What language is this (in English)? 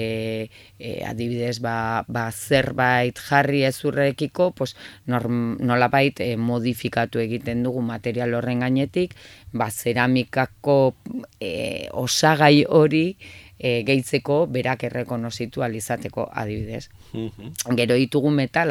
Basque